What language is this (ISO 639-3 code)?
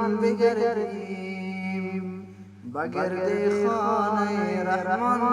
fas